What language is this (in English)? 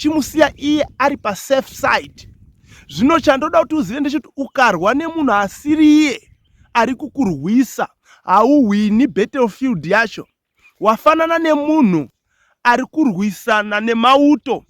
Shona